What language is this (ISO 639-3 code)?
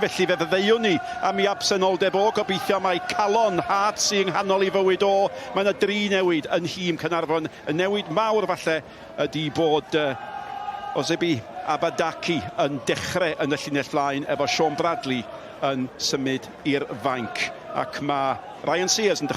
cym